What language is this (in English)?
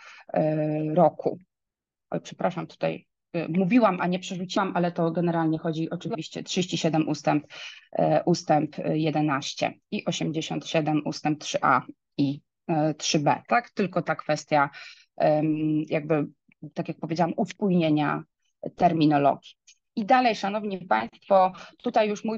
Polish